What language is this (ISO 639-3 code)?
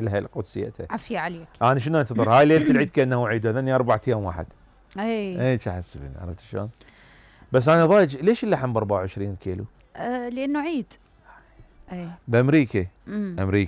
acm